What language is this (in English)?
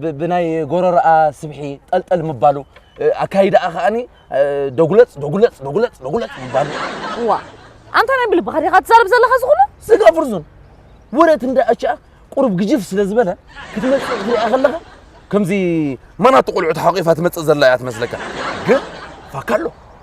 Tigrinya